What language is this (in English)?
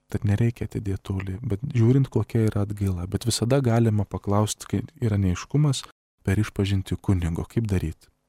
Lithuanian